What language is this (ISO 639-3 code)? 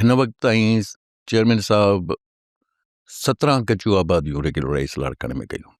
snd